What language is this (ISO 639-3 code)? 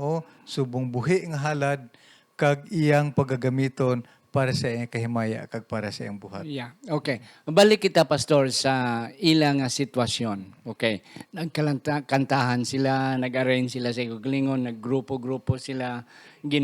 hil